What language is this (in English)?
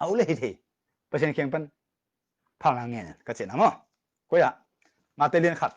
Tedim Chin